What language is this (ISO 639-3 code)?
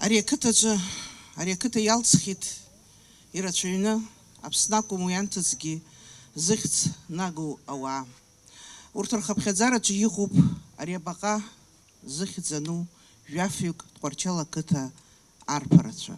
abk